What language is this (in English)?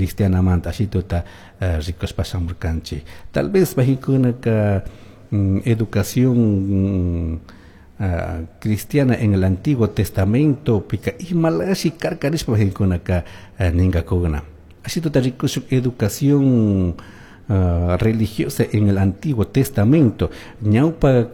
Chimborazo Highland Quichua